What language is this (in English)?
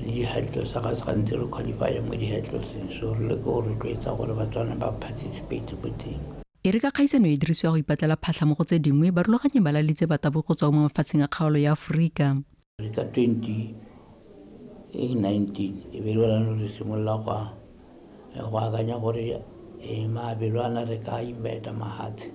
Tswana